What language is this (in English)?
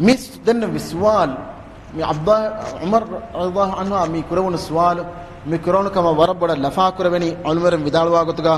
Divehi